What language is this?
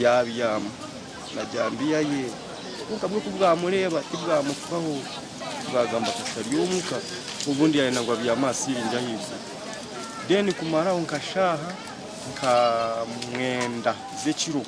Nyankole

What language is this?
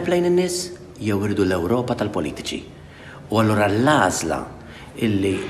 Maltese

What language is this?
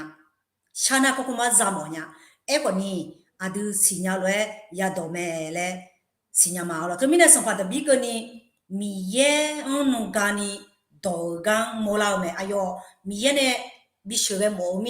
Akha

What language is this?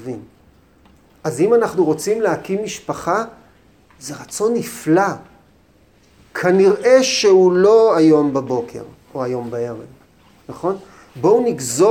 Hebrew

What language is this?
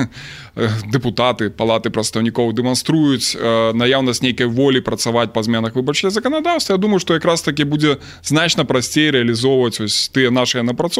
Belarusian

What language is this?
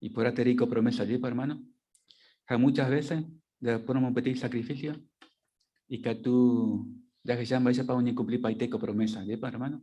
Guarani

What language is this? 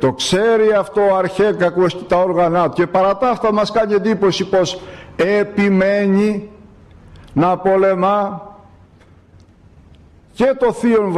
Greek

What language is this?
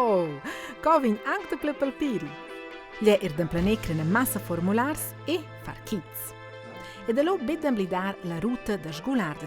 Romansh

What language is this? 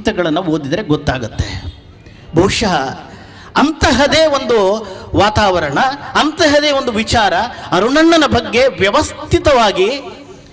Kannada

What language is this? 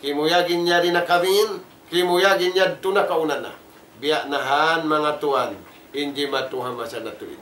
Tausug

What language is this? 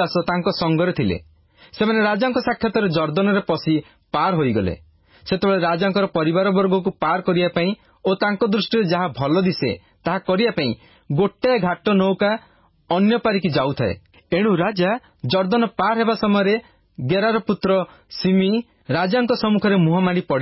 Odia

